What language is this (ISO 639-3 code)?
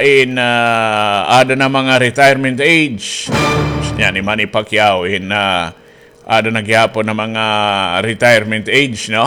war